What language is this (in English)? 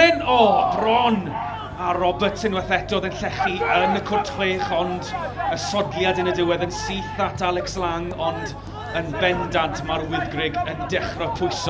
Welsh